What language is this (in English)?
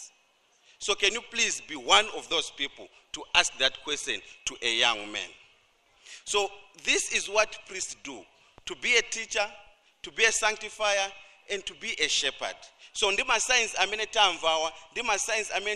Nyanja